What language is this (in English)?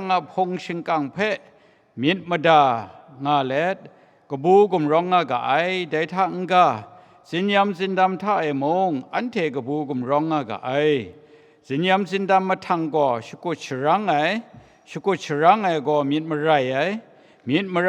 Kachin